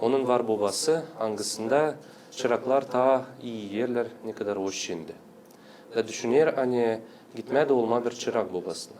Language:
Gagauz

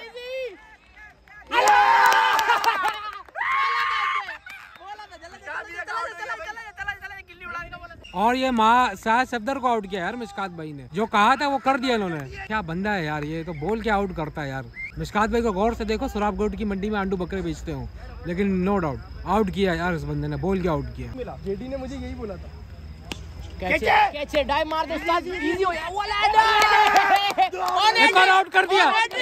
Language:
Hindi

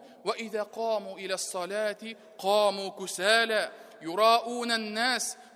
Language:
Tatar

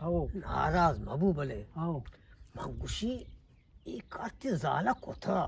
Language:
Eastern Balochi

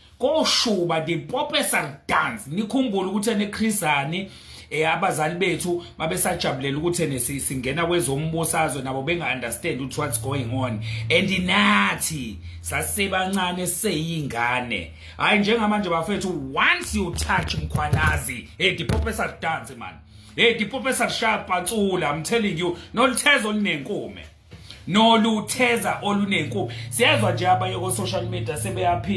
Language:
Zulu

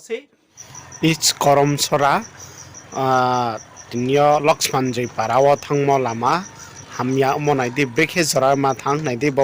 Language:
Riang (India)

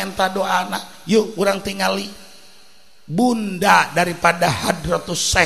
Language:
Sundanese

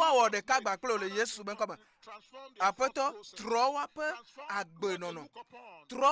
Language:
Ewe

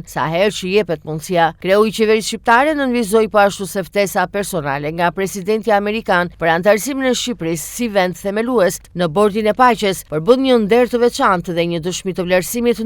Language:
Albanian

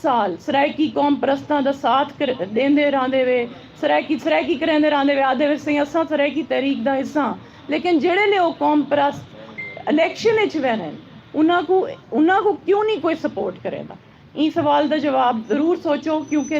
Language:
Saraiki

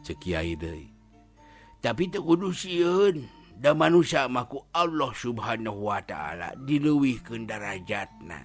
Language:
Sundanese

